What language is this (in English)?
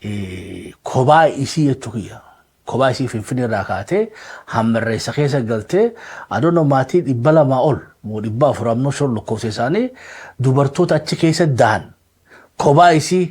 Oromo